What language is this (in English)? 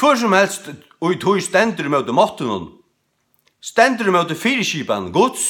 Faroese